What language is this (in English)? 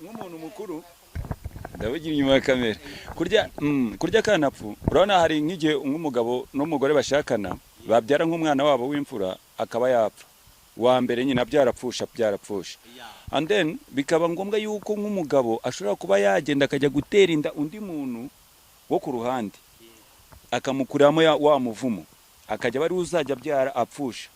Kinyarwanda